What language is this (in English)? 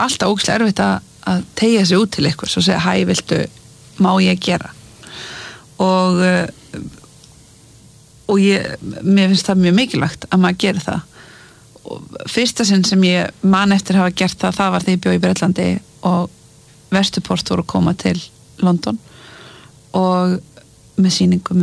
Icelandic